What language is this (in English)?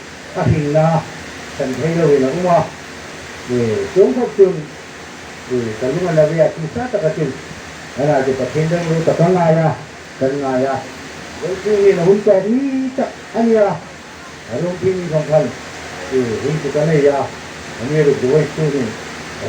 Hmar